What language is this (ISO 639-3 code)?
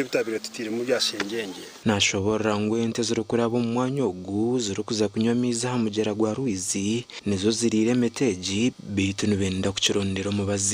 nyn